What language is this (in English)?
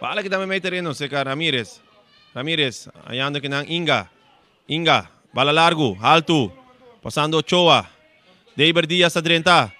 Papiamento